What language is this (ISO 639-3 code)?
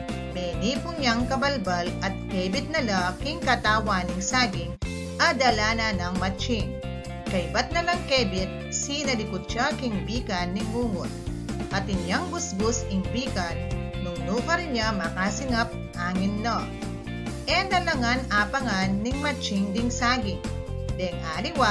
pam